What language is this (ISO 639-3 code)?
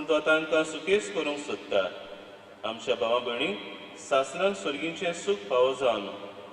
kok